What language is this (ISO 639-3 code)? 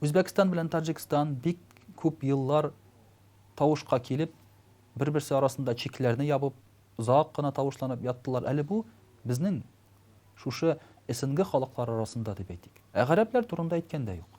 tat